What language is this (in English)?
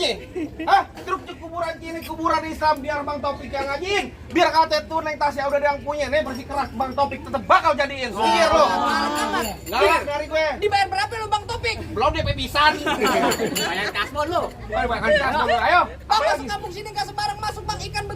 Betawi